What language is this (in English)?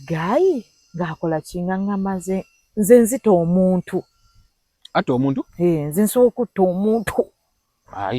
Ganda